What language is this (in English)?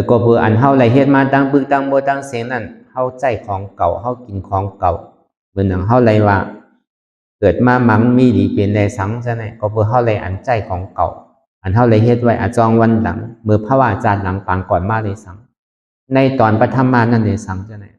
Shan